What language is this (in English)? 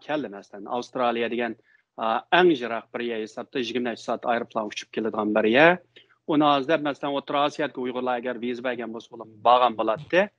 Uyghur